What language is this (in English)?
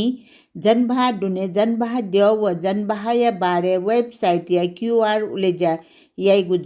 Newari